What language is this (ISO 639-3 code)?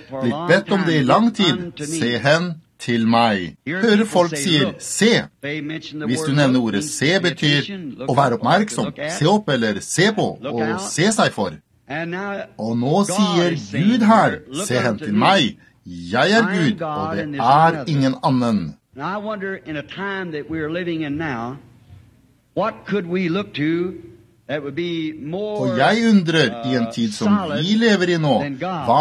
nor